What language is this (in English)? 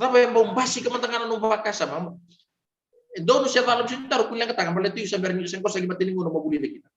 Fijian